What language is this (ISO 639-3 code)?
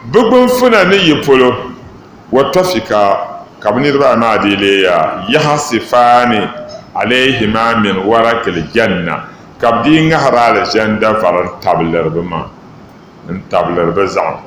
dag